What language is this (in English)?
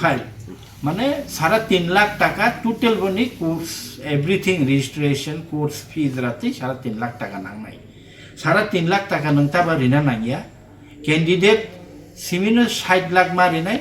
Kok Borok